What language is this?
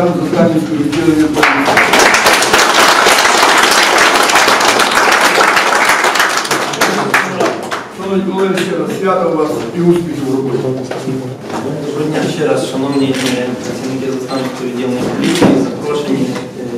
Ukrainian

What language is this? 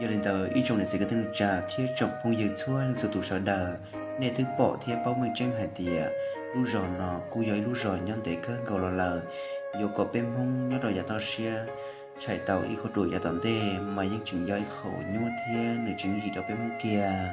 Hmong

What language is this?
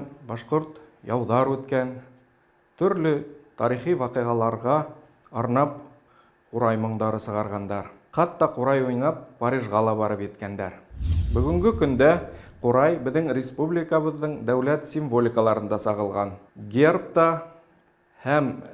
Bashkir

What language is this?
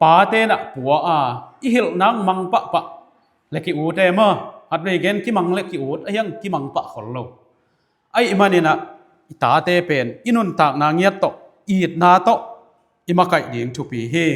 Tedim Chin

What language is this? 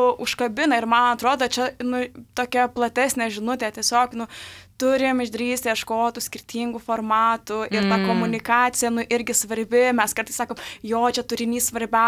Lithuanian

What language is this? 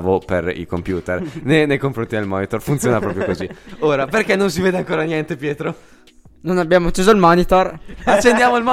Italian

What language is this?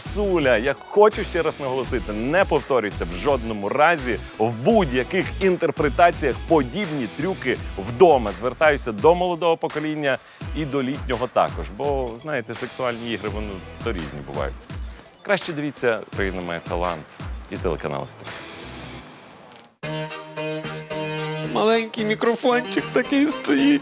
Ukrainian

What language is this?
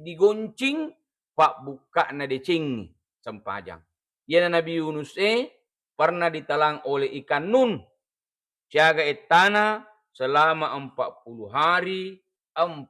Buginese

